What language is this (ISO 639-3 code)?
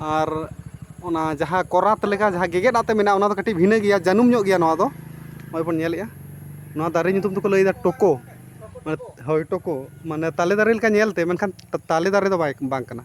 sat